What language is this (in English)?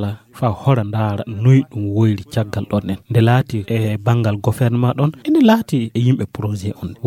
Fula